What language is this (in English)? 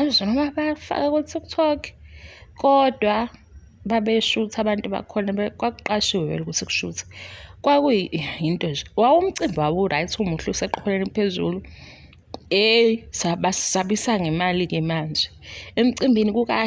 Zulu